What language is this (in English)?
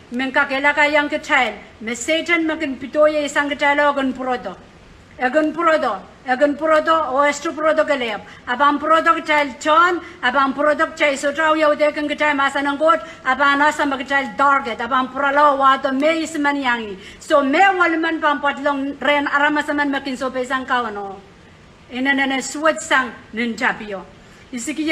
Pohnpeian